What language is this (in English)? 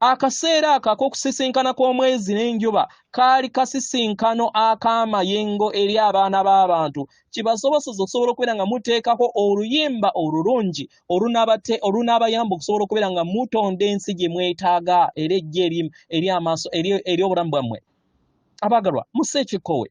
Ganda